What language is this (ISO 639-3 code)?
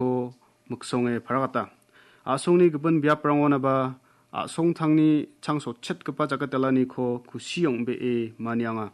grt